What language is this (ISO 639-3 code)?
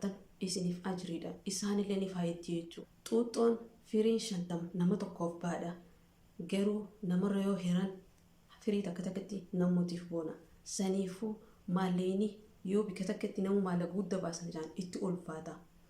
orm